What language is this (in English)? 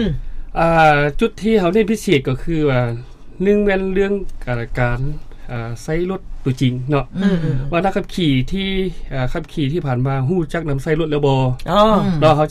Lao